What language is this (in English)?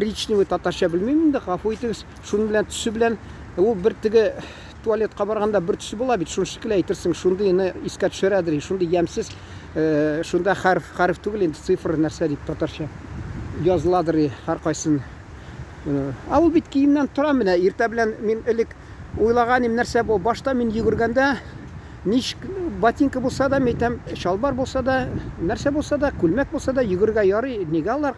Tatar